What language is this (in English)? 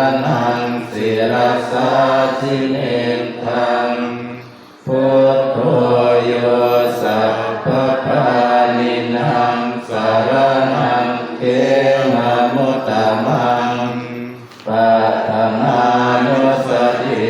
Pali